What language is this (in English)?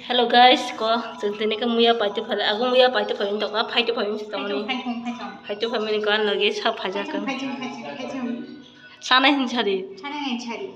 Kok Borok